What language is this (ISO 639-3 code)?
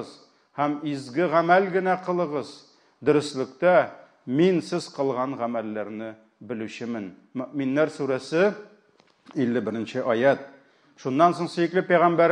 tat